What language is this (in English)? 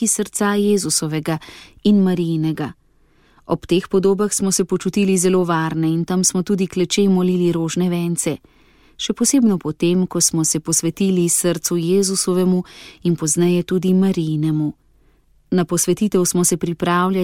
Slovenian